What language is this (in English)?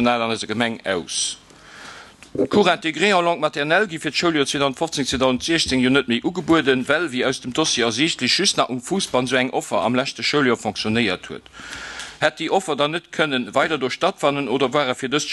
Luxembourgish